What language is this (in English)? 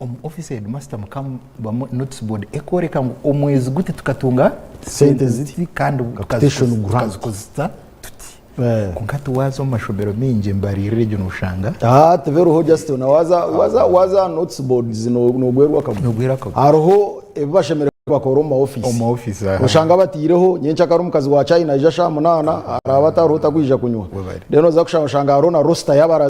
Nyankole